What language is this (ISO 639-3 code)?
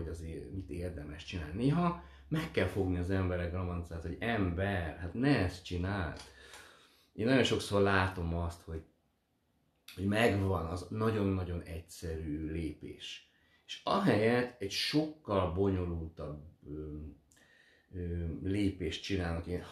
hun